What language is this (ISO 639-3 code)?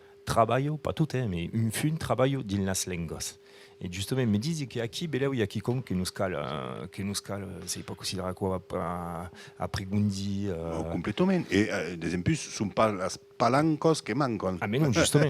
oci